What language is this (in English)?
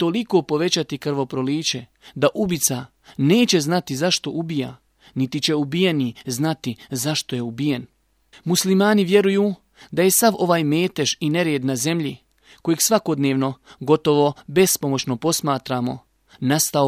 Bosnian